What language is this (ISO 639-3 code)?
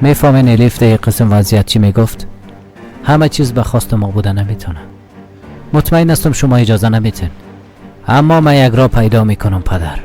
fas